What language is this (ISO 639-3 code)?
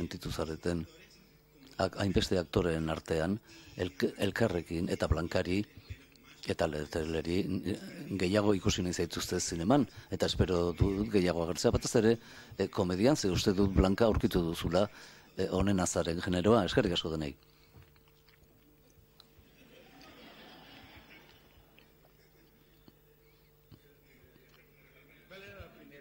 eus